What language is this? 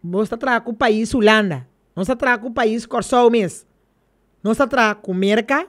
Papiamento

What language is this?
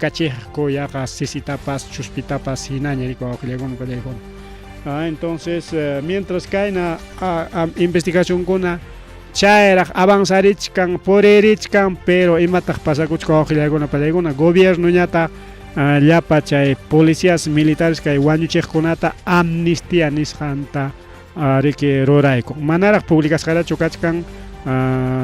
Ayacucho Quechua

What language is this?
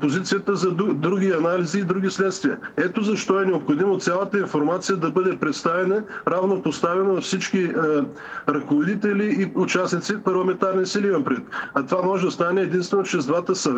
Bulgarian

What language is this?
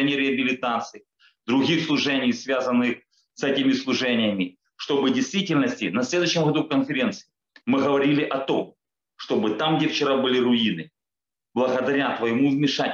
Russian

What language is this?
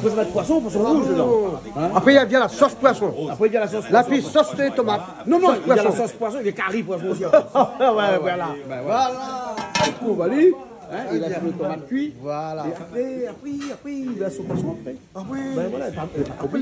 Réunion Creole French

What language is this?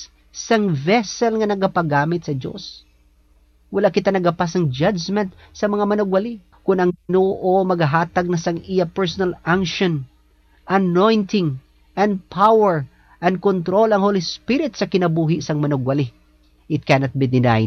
Hiligaynon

